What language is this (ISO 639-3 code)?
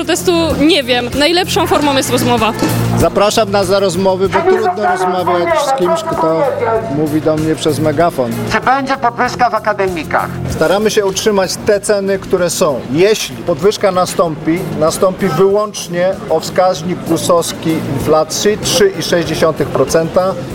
pol